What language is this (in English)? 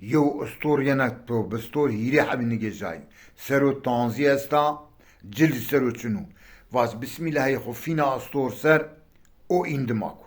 Zaza